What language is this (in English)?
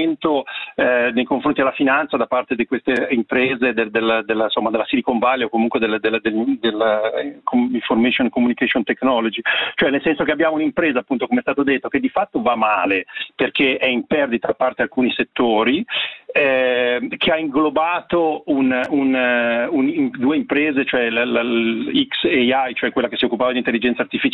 Italian